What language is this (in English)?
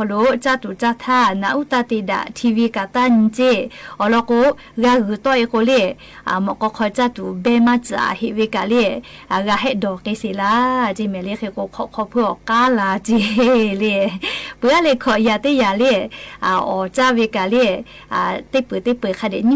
Lahu